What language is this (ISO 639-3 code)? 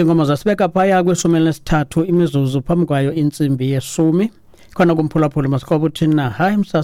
xho